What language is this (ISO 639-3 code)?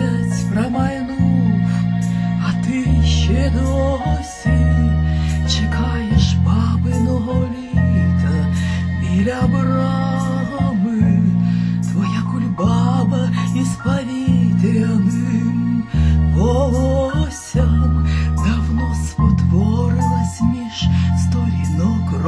ukr